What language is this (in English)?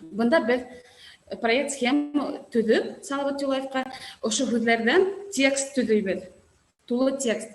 Bashkir